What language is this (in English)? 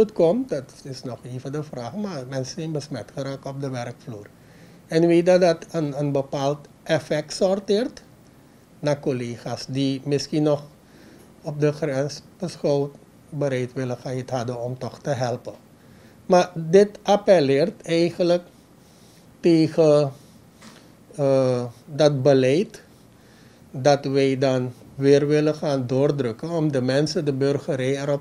Dutch